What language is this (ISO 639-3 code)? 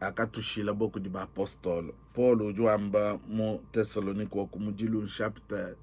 lua